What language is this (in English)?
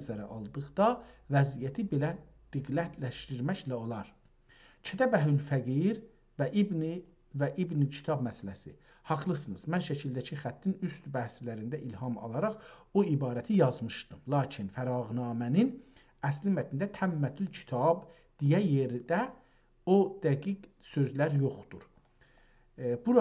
South Azerbaijani